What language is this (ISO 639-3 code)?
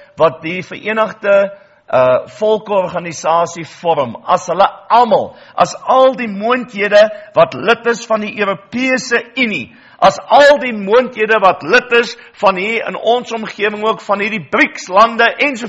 afr